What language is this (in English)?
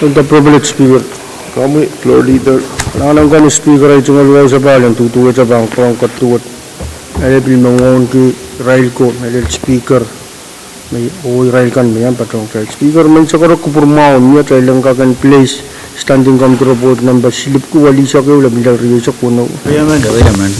Pohnpeian